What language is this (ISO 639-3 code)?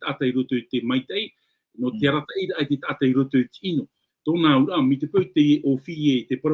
tah